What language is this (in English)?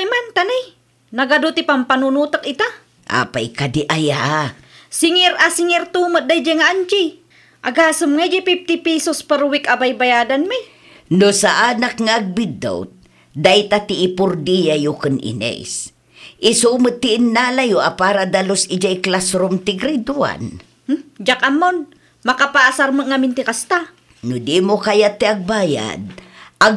Iloko